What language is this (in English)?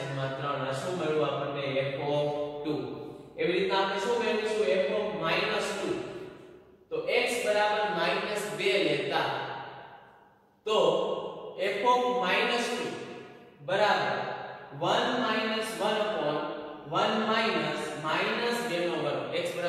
Gujarati